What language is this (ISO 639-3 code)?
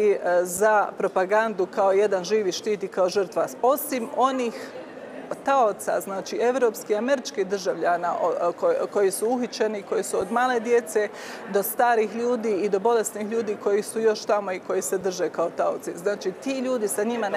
hrv